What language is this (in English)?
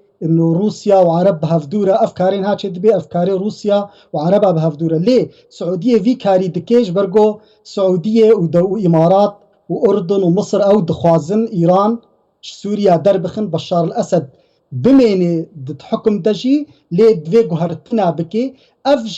Kurdish